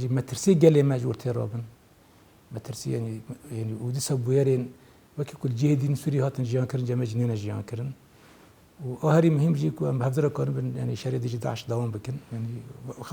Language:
Kurdish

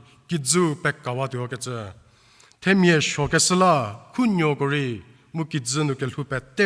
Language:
Angami Naga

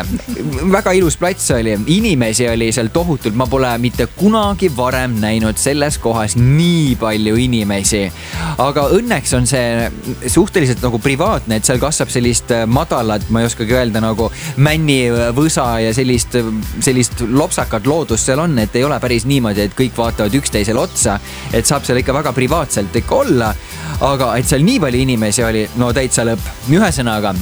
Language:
Estonian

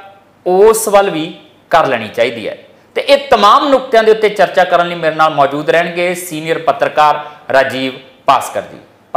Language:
Punjabi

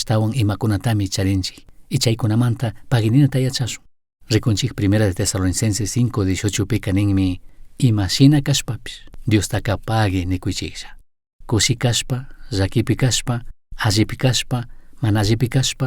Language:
Chimborazo Highland Quichua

